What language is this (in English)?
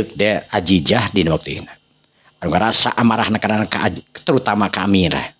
Sundanese